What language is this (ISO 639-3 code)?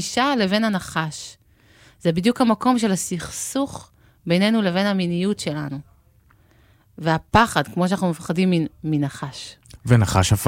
heb